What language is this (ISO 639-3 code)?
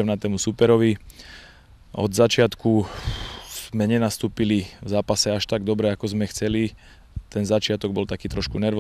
slk